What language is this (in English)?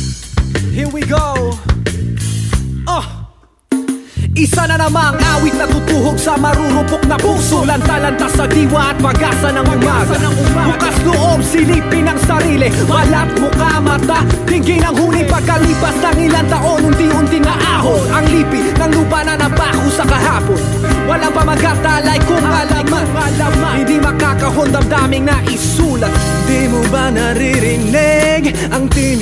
Filipino